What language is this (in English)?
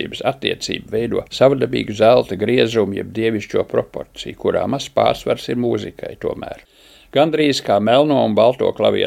Latvian